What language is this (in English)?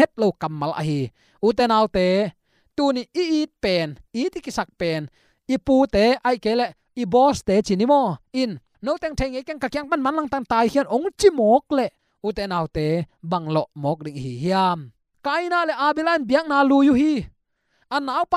Tedim Chin